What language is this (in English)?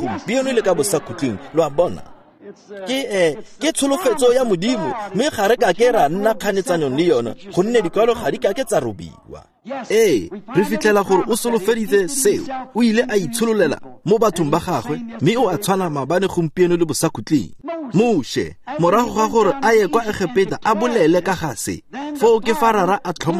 Tswana